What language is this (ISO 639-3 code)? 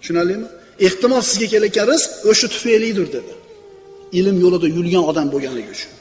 uzb